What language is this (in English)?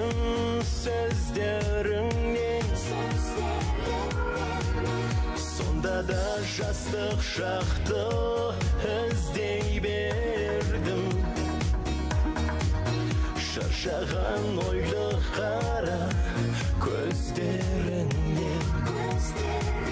Kazakh